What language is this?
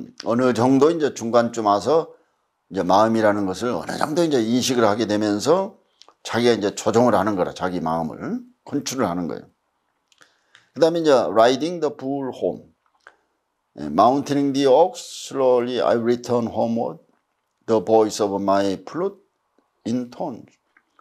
Korean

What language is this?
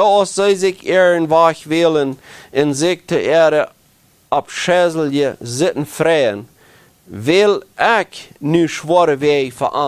Plautdietsch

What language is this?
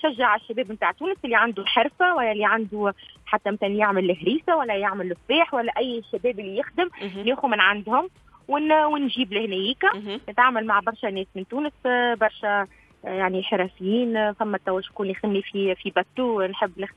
Tunisian Arabic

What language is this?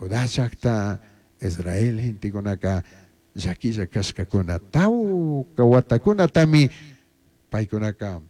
Chimborazo Highland Quichua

